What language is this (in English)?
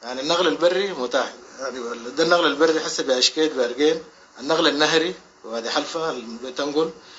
Sudanese Arabic